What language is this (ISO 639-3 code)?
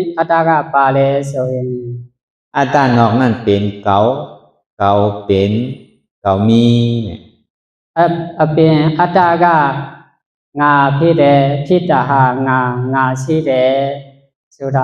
shn